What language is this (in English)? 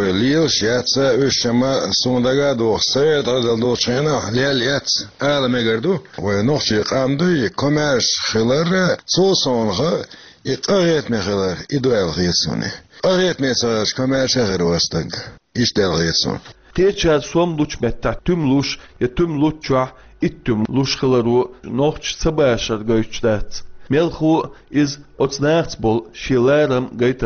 Chechen